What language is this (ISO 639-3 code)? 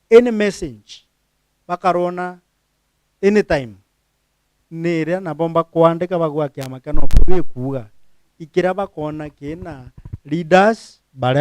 mer